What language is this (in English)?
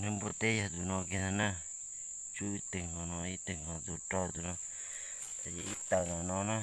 Hmong